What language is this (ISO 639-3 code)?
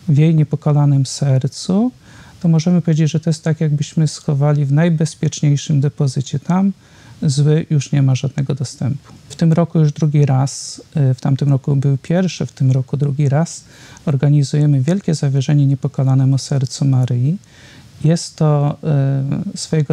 pol